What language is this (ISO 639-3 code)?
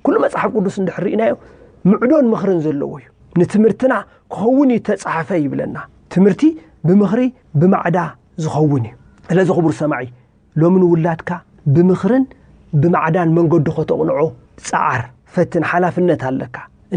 tir